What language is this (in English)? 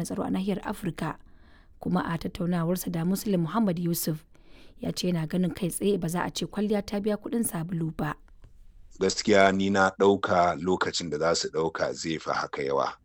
Hausa